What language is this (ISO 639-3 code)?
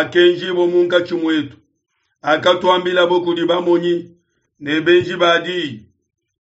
lua